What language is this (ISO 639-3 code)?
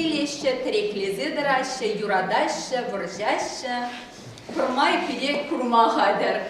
chv